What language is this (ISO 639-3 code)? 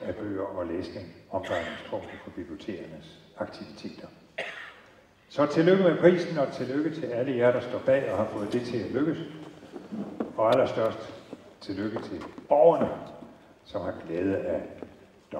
dan